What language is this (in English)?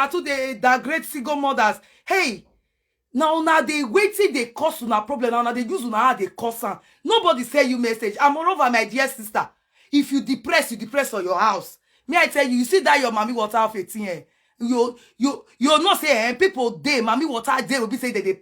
Nigerian Pidgin